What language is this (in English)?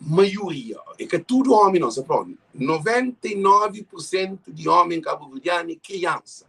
Kabuverdianu